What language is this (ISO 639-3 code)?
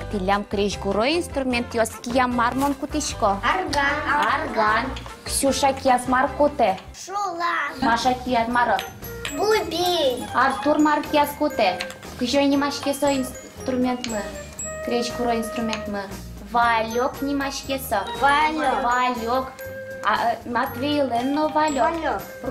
udm